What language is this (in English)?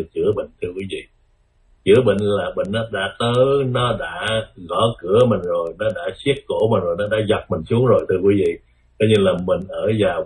Vietnamese